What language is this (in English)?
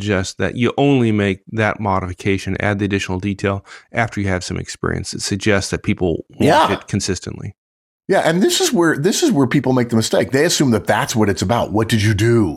English